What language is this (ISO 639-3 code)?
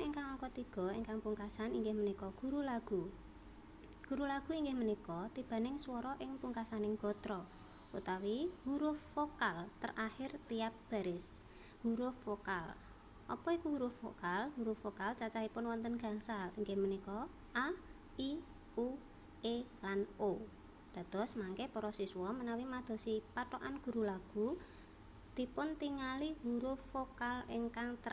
jav